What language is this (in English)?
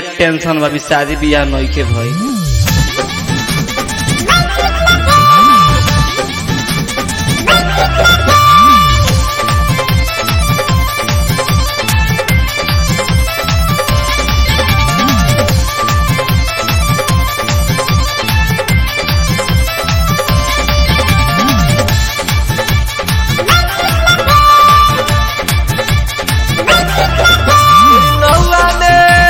Bhojpuri